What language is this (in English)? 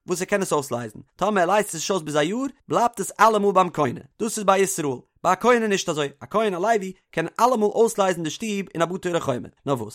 Yiddish